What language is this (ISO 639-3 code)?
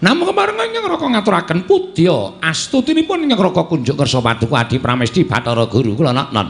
jav